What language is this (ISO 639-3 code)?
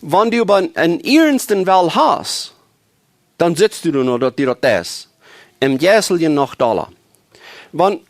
pdt